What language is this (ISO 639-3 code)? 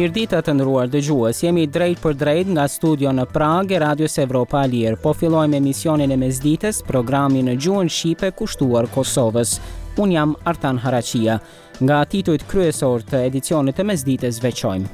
sqi